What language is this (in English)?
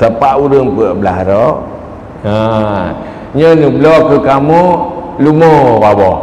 Achinese